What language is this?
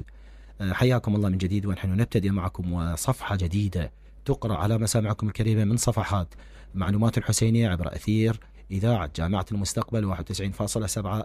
Mesopotamian Arabic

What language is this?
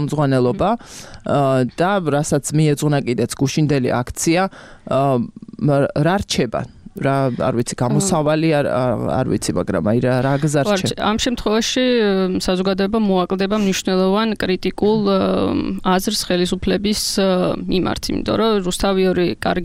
Georgian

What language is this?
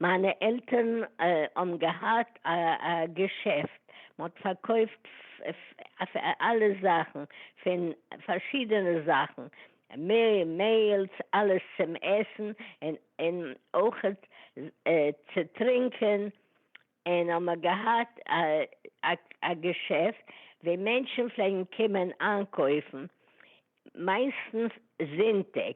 Yiddish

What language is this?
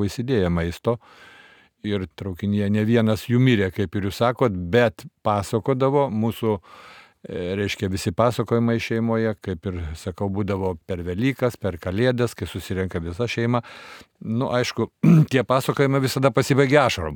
Lithuanian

